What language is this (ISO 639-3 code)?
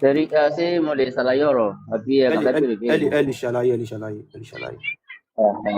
yor